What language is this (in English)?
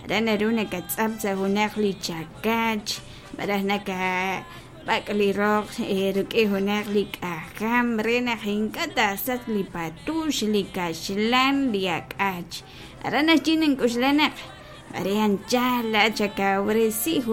Kekchí